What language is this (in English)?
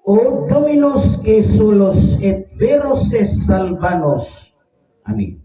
Cebuano